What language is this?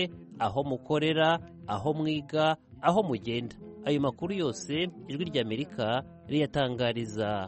Kinyarwanda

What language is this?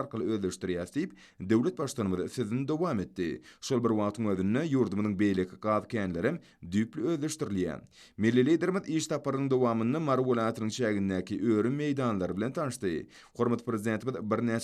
Turkmen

